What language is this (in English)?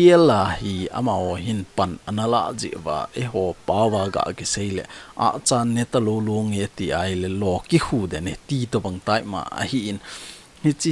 Thado Chin